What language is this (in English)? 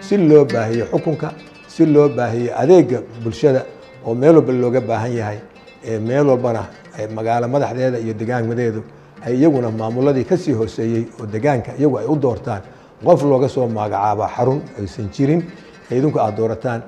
Somali